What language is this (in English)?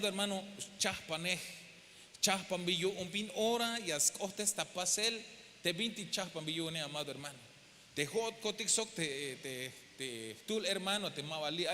Tzeltal